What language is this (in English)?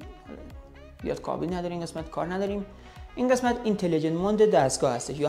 Persian